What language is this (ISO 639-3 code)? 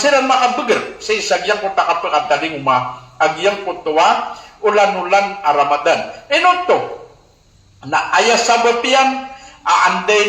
mrw